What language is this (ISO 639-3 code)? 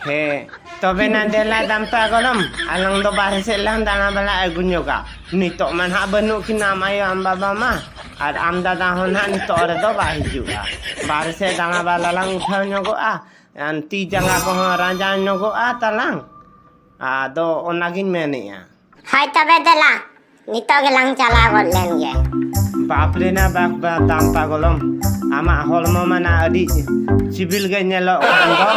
sat